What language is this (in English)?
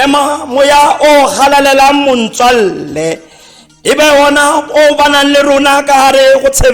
Tswana